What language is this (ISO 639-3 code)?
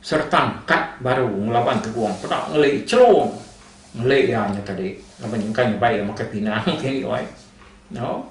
iba